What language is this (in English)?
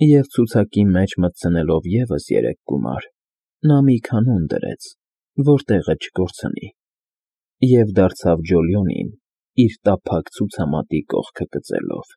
Armenian